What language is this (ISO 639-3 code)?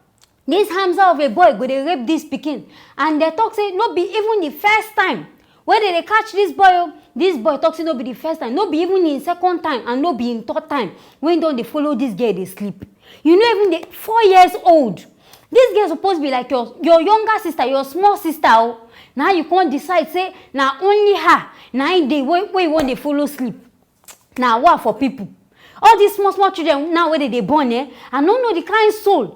pcm